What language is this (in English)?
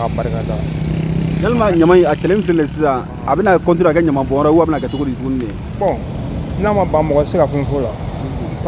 Bambara